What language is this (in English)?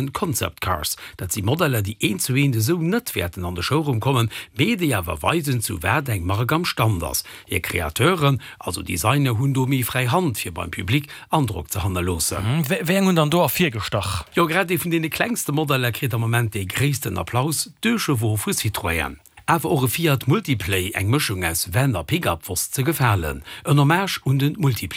Luxembourgish